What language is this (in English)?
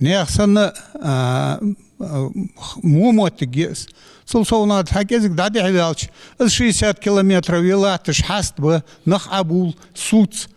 Ingush